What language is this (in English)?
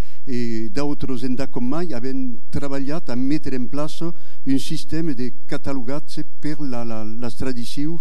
Occitan